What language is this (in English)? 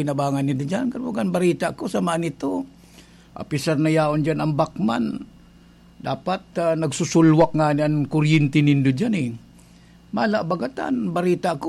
Bikol